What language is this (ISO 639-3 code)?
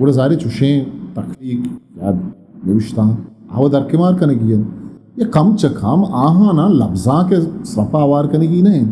bgp